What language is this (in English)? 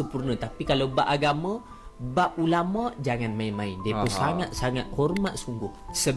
Malay